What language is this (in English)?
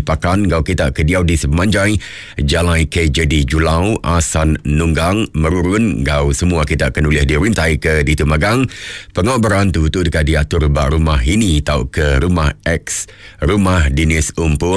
Iban